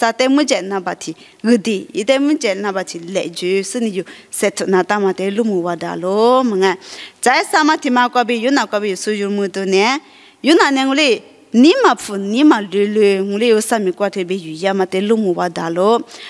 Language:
Lisu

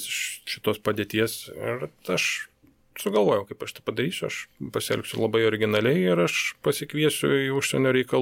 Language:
Lithuanian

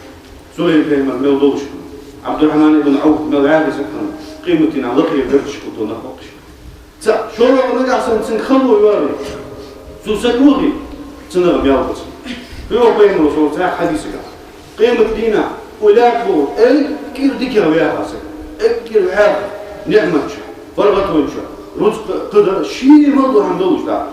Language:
Ingush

